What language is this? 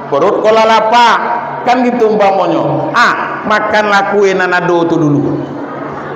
Minangkabau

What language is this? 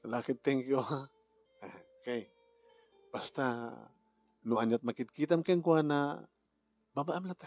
Iloko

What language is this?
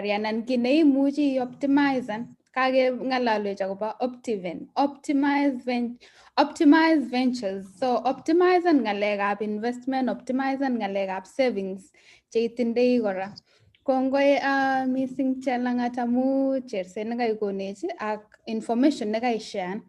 Kalenjin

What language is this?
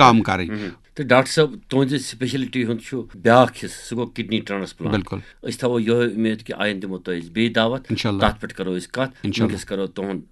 Kashmiri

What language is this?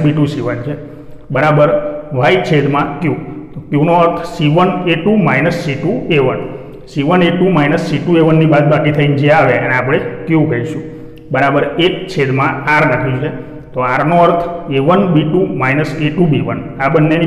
Gujarati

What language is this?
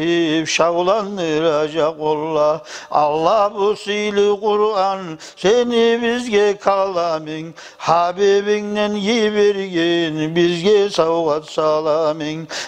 Kumyk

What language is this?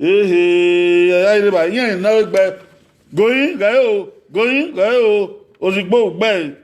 Bini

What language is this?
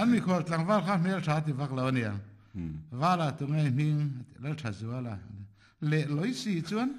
Mizo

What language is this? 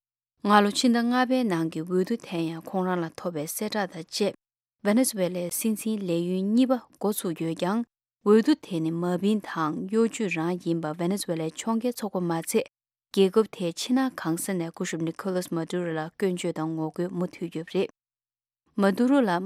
Tibetan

